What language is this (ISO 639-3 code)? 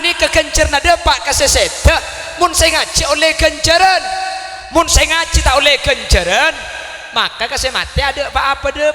mad